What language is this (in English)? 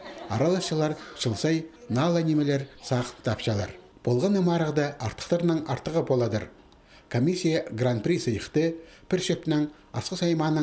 Khakas